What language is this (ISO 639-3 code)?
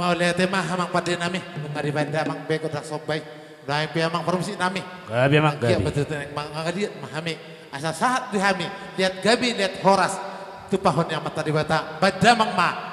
bbc